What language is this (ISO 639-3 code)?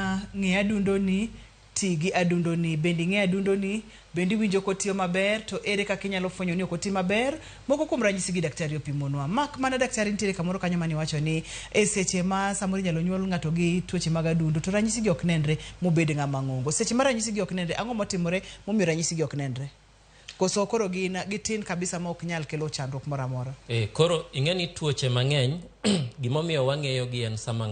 luo